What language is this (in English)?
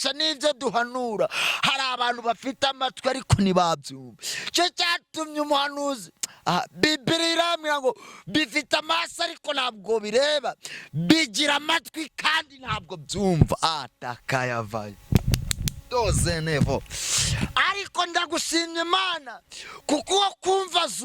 Kinyarwanda